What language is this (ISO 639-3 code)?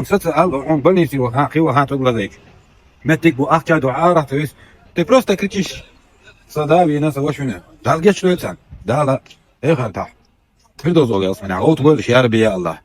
che